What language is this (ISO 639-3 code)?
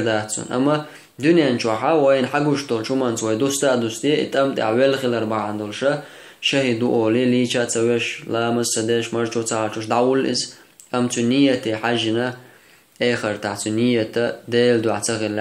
che